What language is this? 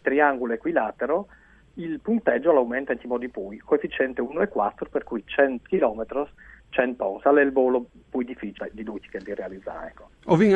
Friulian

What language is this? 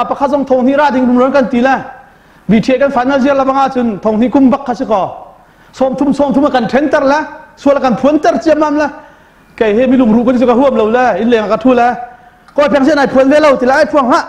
Hakha Chin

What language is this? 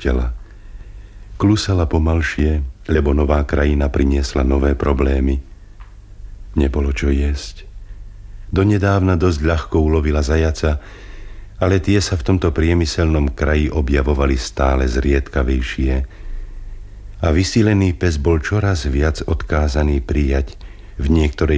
Slovak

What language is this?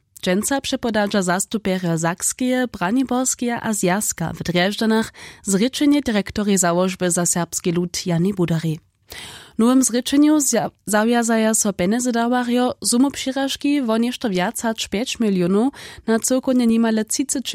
Upper Sorbian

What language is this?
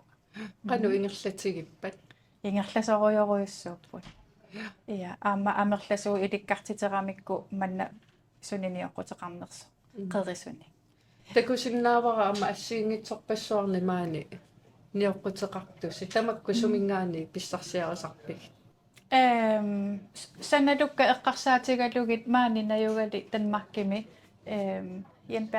Kalaallisut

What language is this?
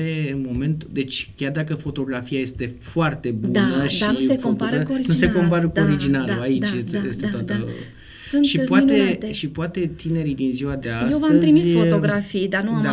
Romanian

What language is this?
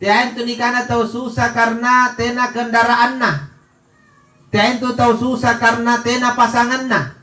Makasar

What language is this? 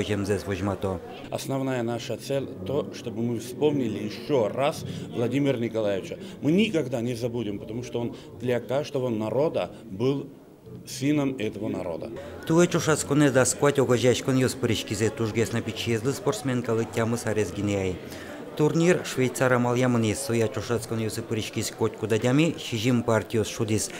Udmurt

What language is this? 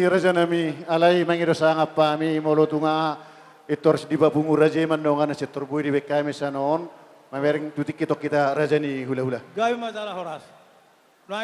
Batak Toba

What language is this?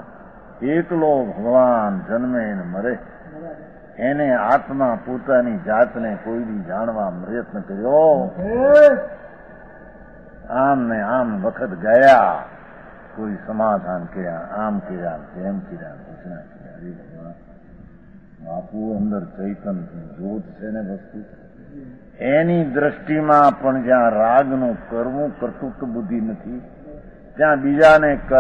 Gujarati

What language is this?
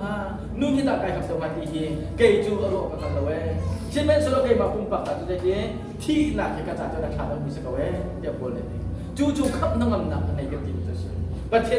Hakha Chin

